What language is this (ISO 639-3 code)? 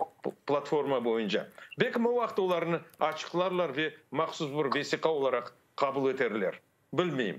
crh